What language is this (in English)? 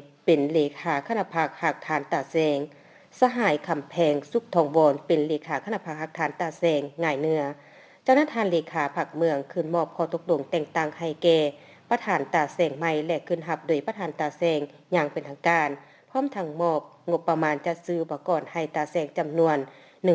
Lao